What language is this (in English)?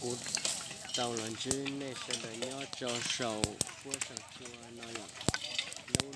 Hmong